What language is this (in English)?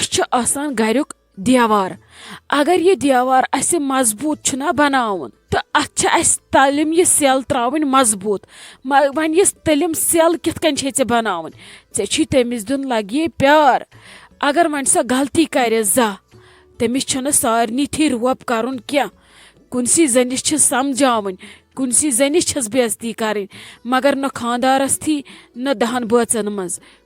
Kashmiri